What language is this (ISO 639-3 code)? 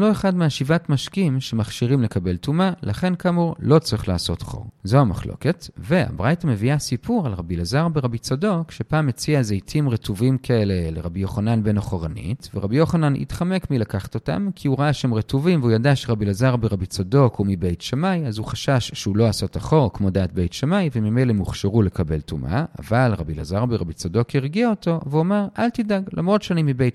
heb